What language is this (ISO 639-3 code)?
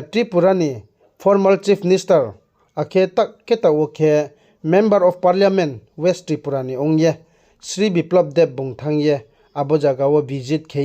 ria